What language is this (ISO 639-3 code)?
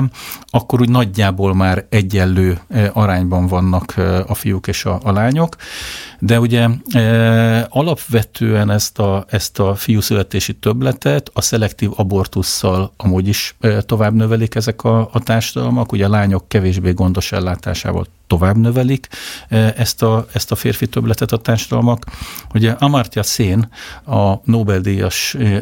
hun